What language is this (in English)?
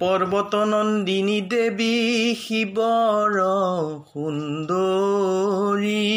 Assamese